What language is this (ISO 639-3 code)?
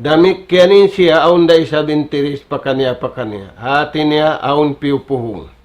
tsg